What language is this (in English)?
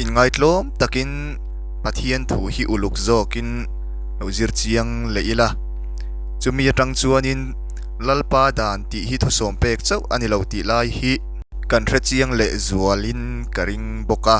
Mizo